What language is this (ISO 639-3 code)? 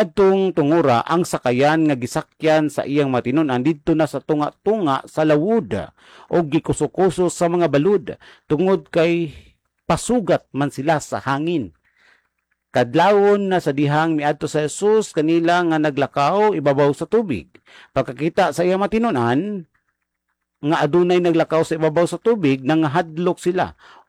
ceb